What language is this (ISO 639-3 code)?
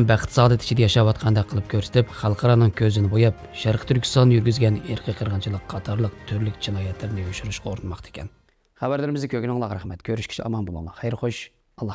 uig